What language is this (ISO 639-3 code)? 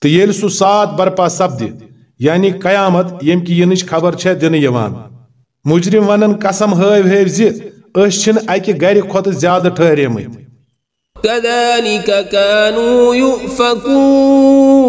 kas